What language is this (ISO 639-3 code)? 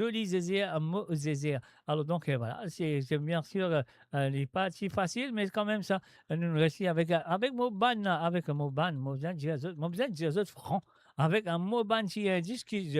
mfe